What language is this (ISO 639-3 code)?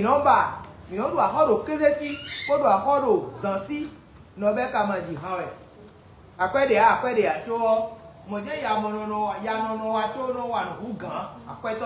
fon